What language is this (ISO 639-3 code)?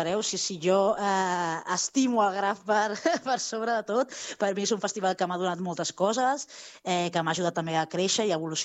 cat